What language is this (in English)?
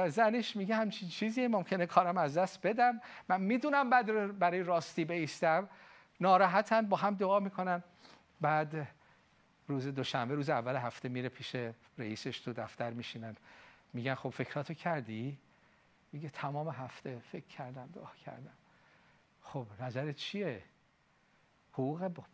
Persian